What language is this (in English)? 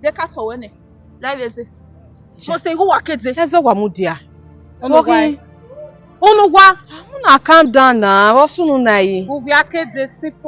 Bini